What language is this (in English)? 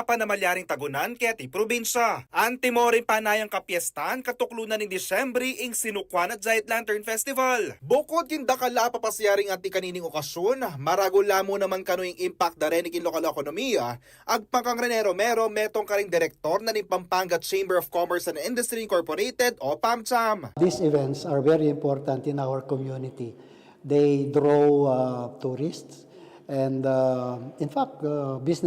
Pampanga